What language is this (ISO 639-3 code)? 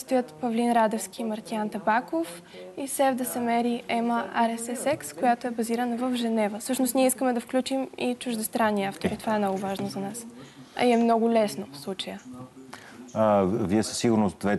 bul